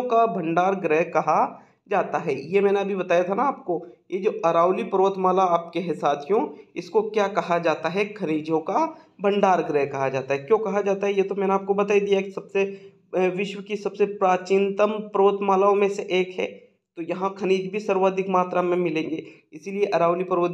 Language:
Hindi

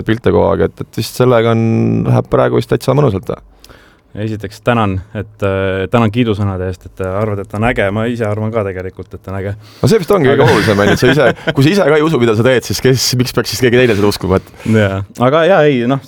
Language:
Estonian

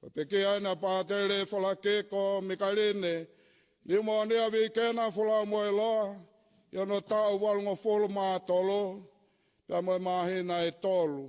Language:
Tongan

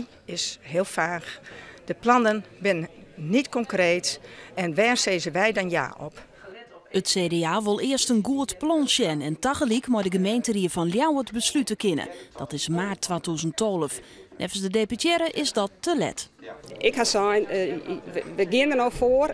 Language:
Western Frisian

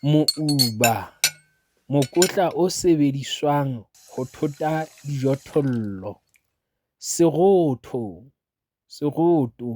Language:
Southern Sotho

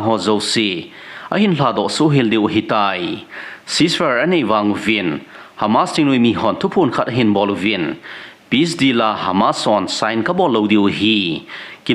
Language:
Thado Chin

